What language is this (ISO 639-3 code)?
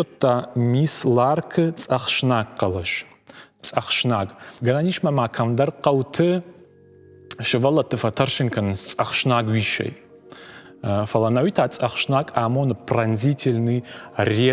oss